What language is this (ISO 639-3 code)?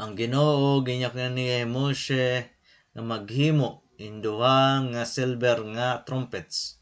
war